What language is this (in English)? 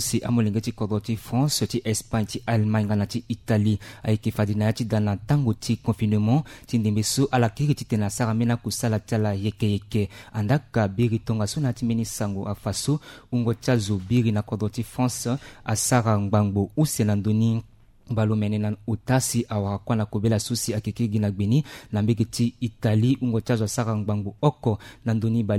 Sango